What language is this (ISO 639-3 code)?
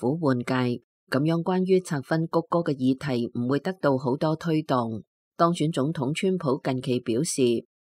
yue